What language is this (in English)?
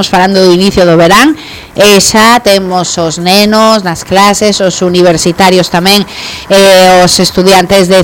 Galician